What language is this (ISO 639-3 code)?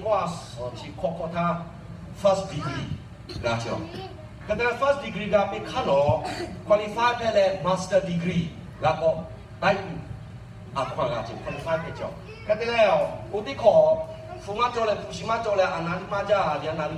lhu